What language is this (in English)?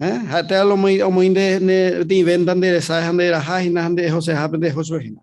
Guarani